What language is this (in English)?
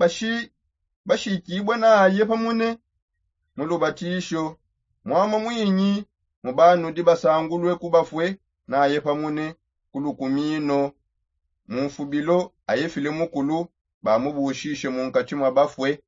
Songe